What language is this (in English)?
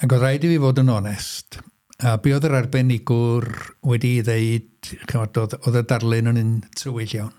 Welsh